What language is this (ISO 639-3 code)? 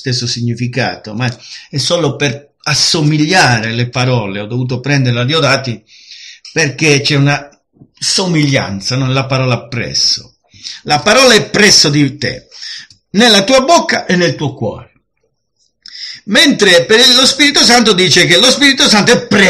ita